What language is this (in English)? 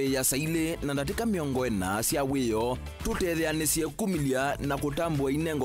Kamba